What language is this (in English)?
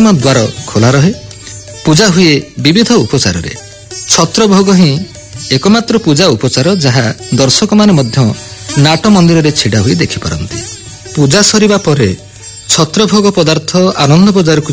Odia